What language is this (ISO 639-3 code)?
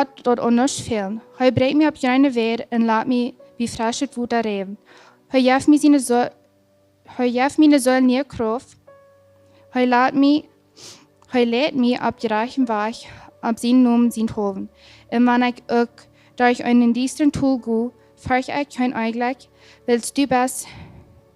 pdt